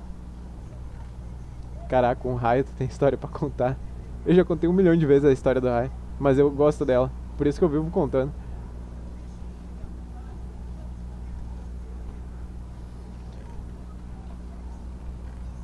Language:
Portuguese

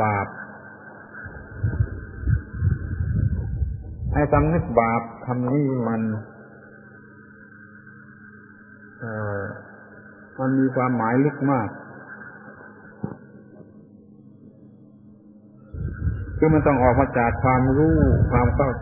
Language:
Thai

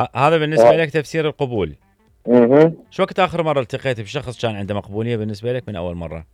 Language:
Mesopotamian Arabic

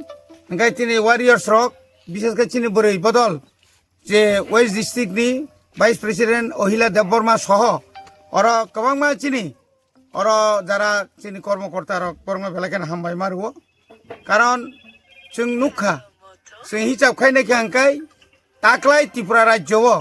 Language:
Kok Borok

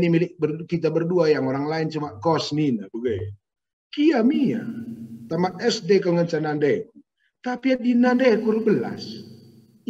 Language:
Batak Karo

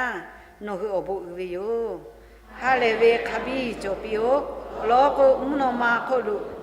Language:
Lahu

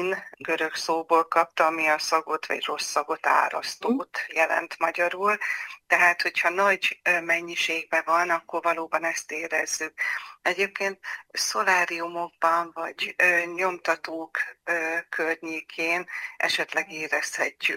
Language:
Hungarian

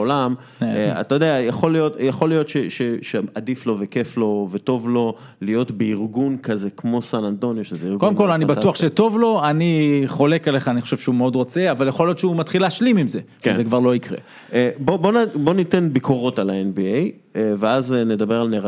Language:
Hebrew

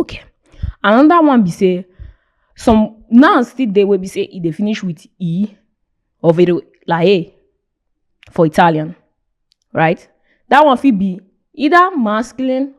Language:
Nigerian Pidgin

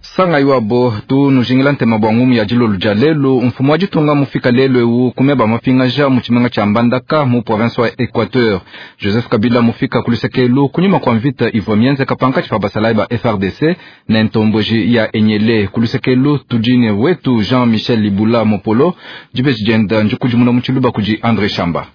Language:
Luba-Lulua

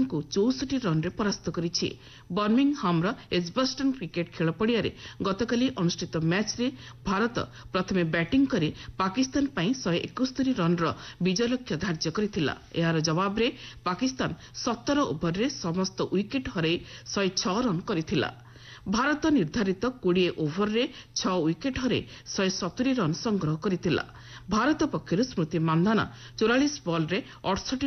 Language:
Odia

